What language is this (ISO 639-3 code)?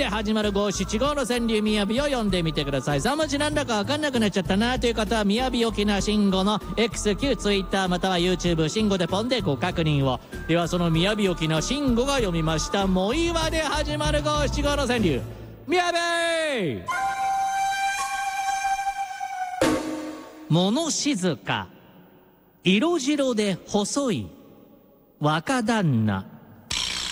jpn